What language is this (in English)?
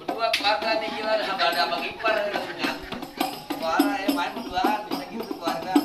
Betawi